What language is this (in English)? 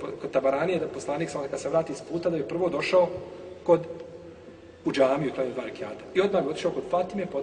Bosnian